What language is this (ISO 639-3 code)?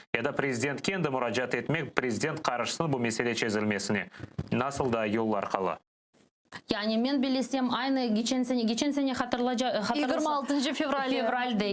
crh